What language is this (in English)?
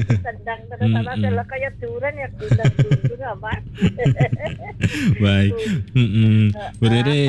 Indonesian